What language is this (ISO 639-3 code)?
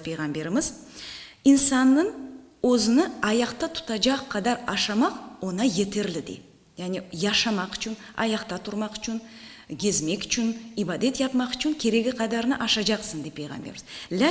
crh